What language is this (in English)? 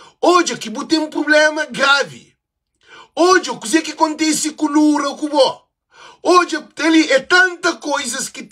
Kabuverdianu